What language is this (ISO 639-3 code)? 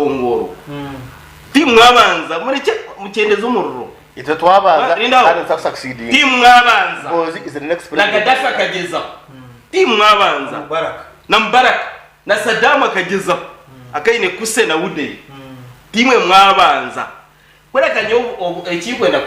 nyn